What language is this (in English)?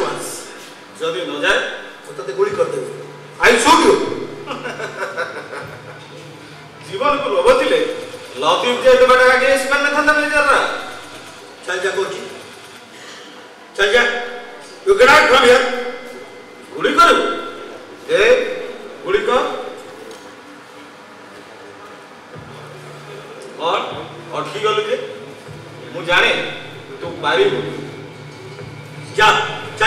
Odia